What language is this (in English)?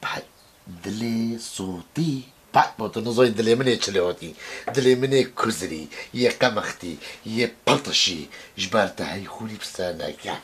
Kurdish